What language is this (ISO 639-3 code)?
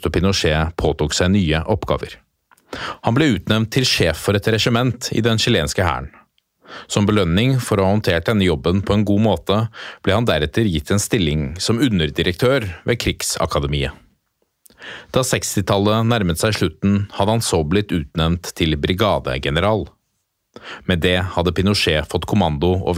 nor